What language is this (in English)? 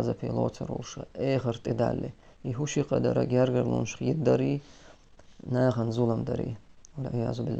Chechen